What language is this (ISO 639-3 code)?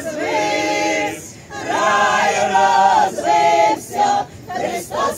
ukr